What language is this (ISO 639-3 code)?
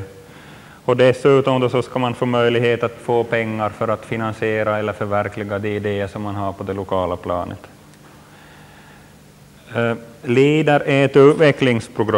swe